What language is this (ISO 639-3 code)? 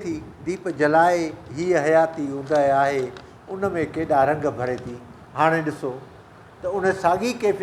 snd